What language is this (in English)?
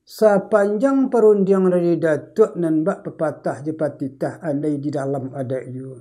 Minangkabau